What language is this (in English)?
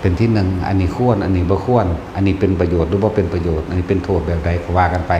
Northeastern Thai